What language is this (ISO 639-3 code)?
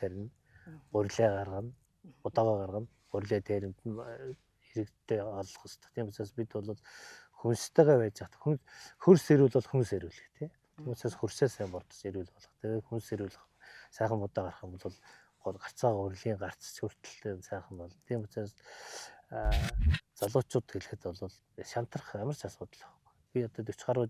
mon